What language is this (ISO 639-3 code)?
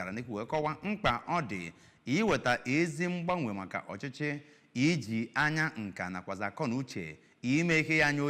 ibo